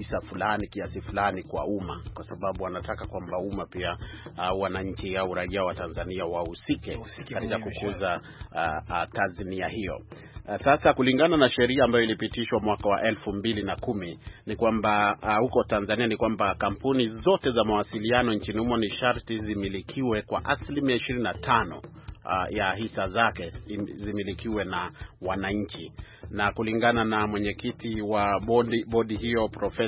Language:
Swahili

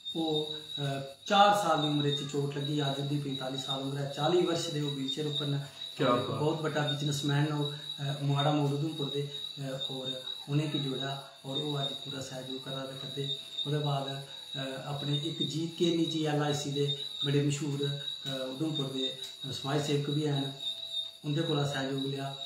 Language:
Dogri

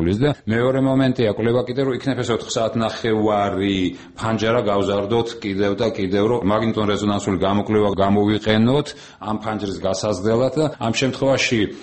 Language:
Georgian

